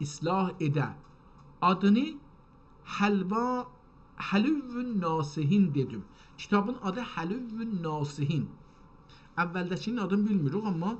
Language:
South Azerbaijani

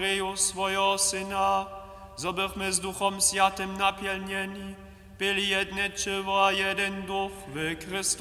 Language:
Upper Sorbian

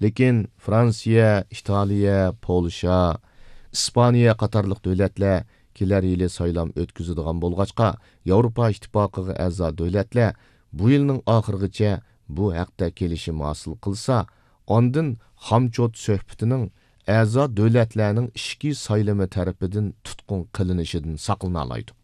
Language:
Uyghur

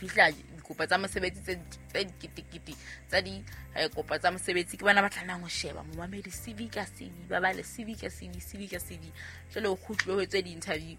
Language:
Southern Sotho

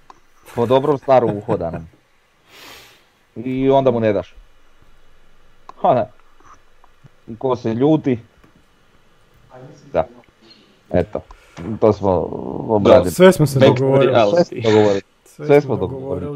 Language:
Croatian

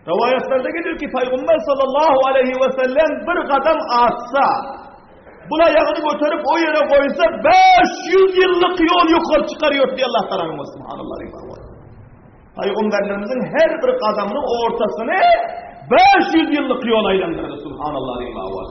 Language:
Turkmen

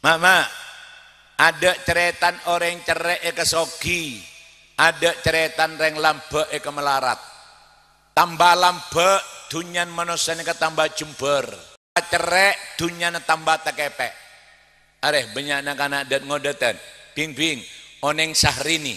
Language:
Madurese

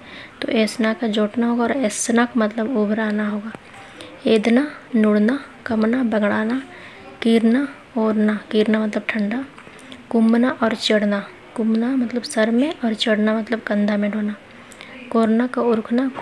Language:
Kurukh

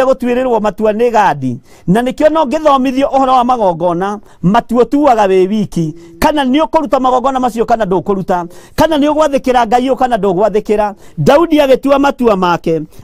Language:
Kikuyu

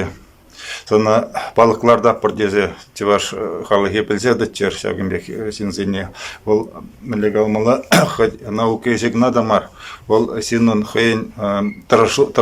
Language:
Chuvash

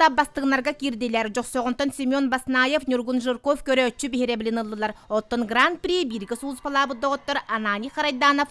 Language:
Yakut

